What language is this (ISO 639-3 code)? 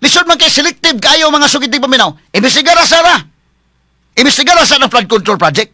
ceb